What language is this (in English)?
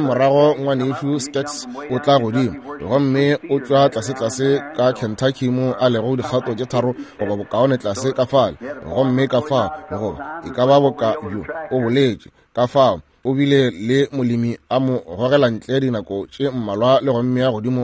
Northern Sotho